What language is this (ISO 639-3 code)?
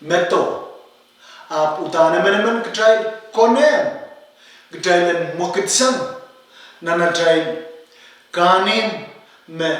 pon